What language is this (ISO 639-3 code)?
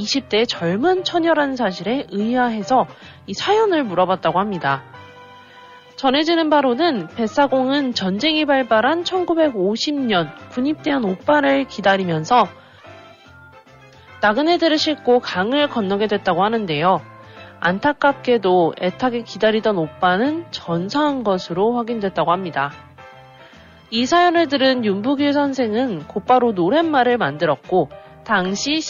kor